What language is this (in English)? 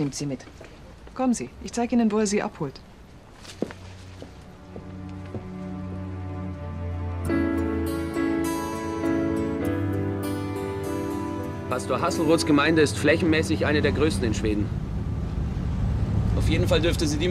German